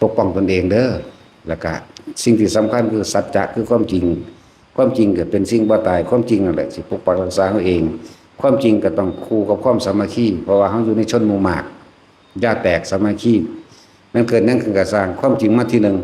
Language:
Northeastern Thai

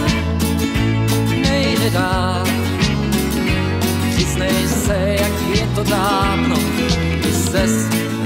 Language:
Czech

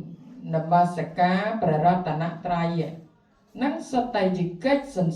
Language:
Khmer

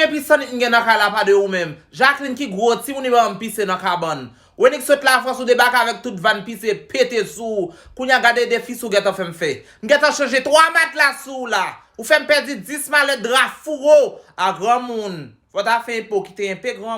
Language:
Haitian Creole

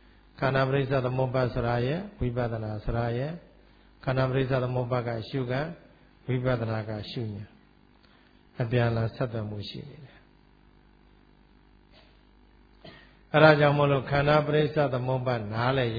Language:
Burmese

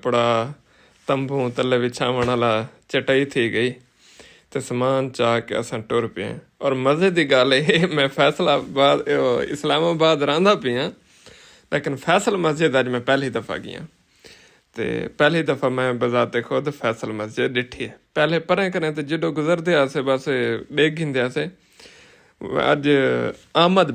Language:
Saraiki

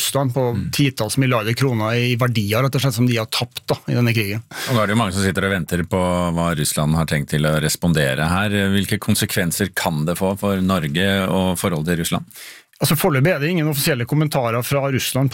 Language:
Norwegian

